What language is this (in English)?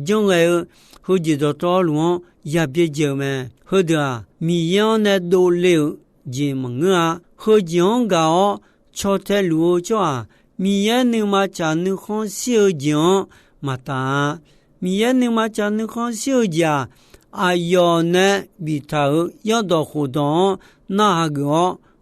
Akha